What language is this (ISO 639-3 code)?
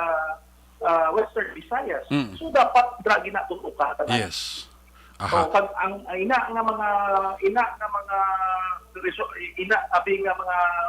hil